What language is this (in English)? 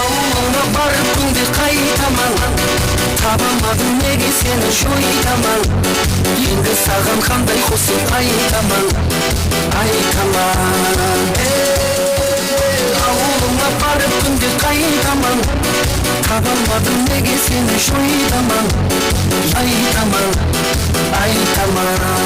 Kara-Kalpak